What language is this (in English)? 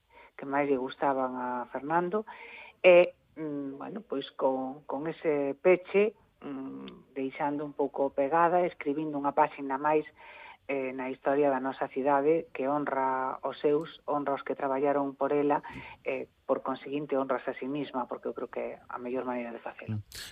Galician